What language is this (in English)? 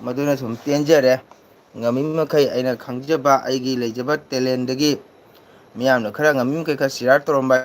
Manipuri